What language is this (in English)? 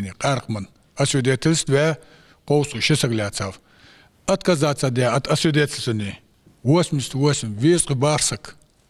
Ingush